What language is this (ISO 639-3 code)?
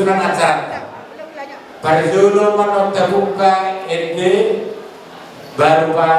bbc